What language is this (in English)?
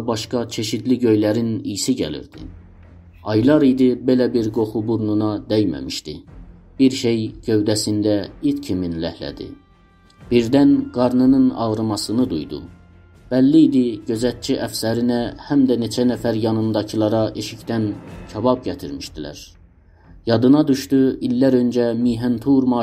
South Azerbaijani